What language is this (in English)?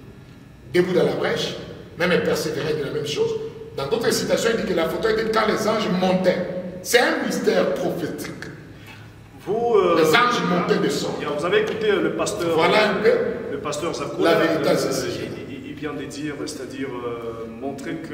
French